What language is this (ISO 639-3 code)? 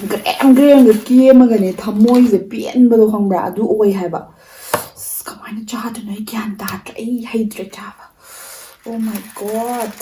mni